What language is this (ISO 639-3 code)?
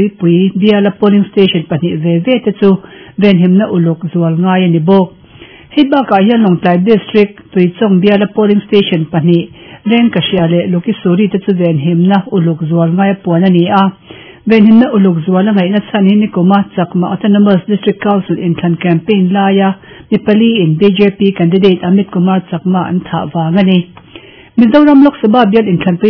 lus